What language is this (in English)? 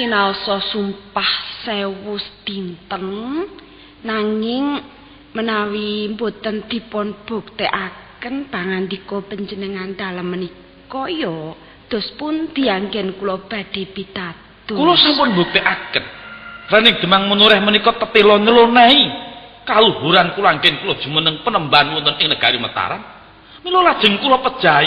Javanese